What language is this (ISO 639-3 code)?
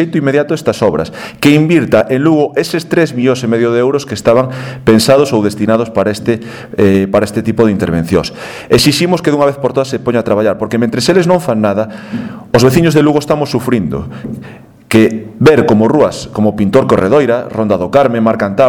glg